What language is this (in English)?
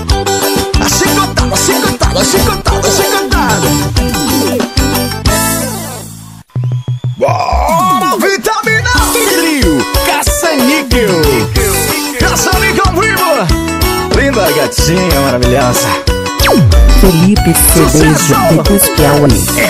Portuguese